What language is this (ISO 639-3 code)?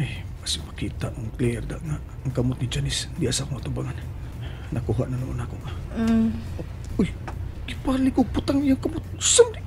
ceb